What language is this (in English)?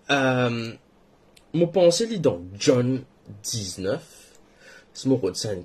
Morisyen